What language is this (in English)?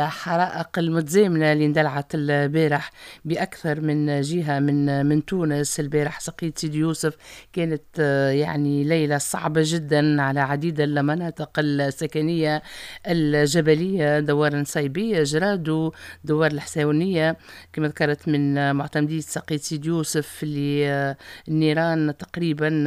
Tunisian Arabic